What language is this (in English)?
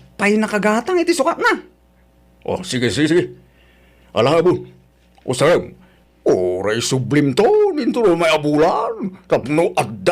Iloko